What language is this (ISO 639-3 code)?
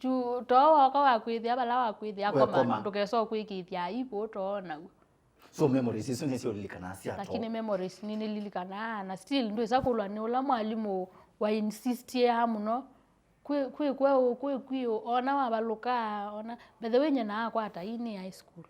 kam